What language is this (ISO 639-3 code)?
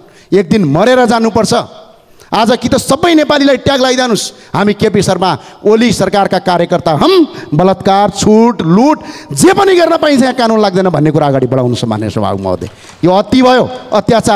nep